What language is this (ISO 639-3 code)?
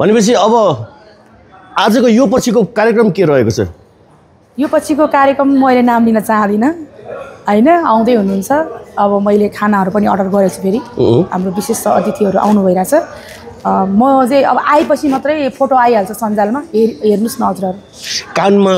nep